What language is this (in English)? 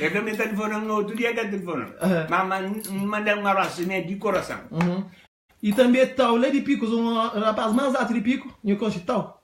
Kabuverdianu